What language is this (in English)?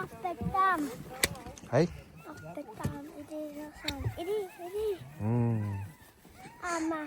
Kalaallisut